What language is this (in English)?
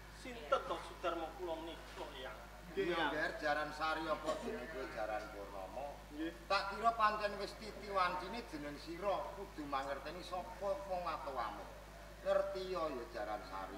Javanese